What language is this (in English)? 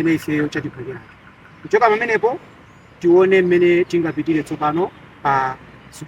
Nyanja